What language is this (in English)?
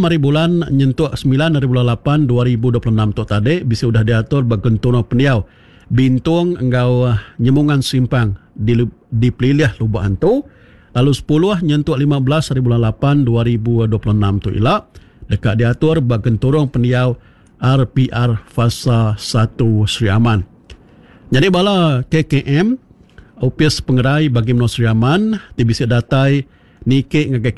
Iban